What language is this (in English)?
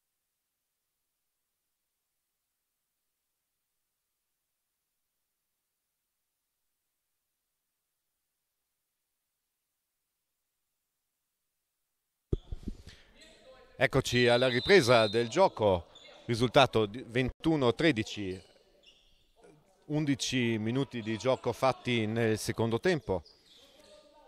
Italian